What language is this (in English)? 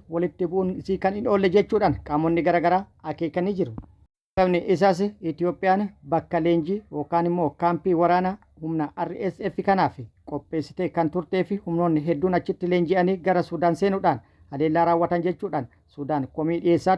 Oromo